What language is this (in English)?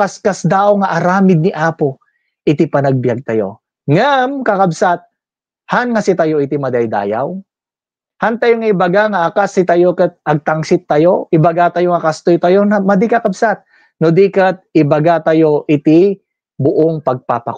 Iloko